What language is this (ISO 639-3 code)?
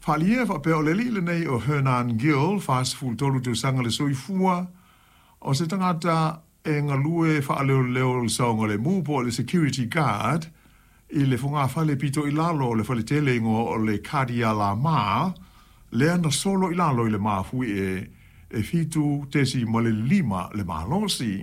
smo